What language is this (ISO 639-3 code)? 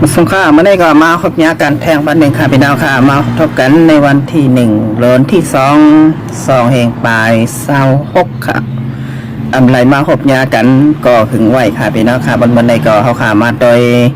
shn